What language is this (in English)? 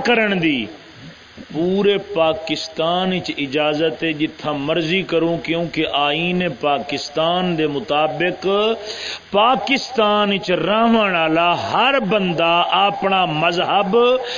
Saraiki